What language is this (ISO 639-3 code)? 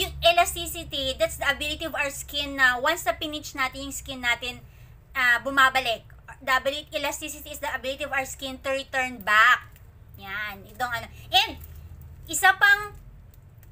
fil